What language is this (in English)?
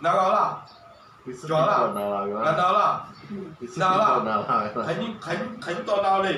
Lahu